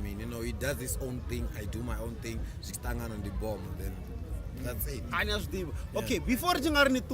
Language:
Venda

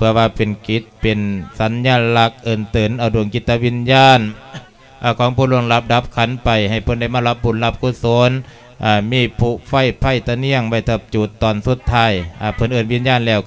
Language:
Lao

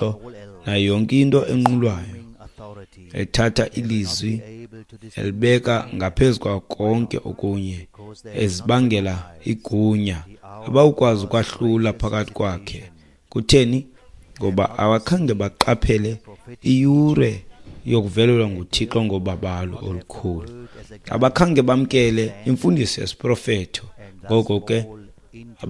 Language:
Xhosa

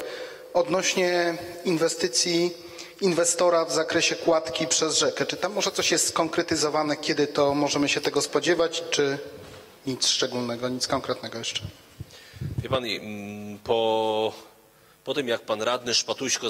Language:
Polish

